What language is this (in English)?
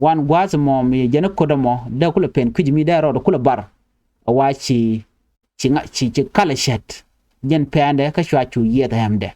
Nuer